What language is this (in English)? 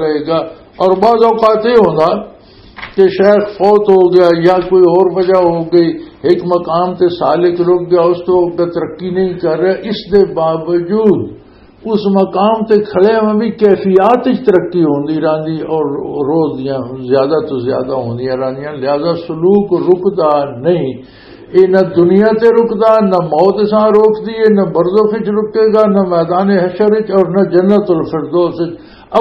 Western Panjabi